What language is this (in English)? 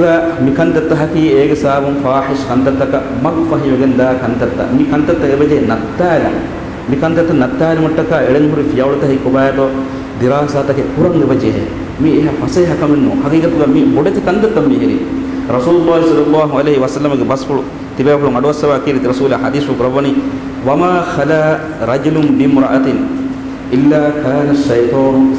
Divehi